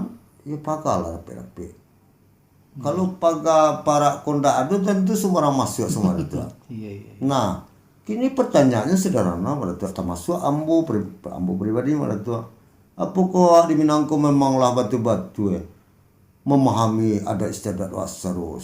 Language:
Minangkabau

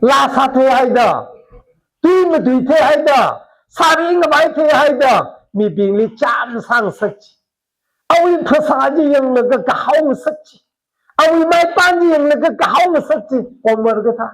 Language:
Tangkhul Naga (India)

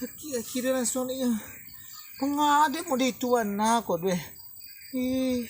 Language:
Minangkabau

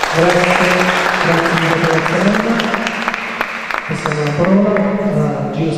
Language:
Italian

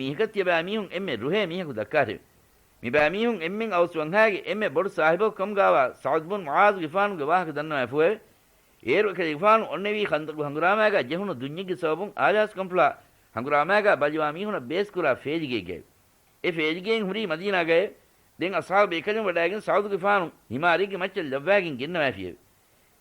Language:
Divehi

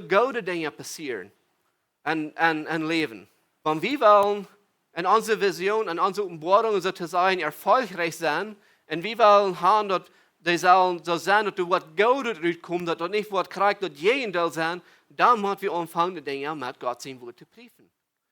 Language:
Plautdietsch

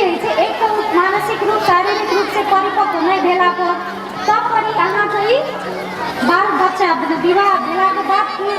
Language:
Maithili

